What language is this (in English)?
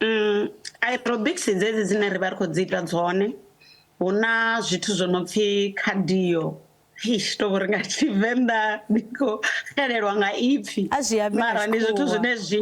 Venda